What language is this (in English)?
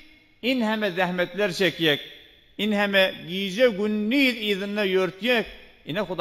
Turkmen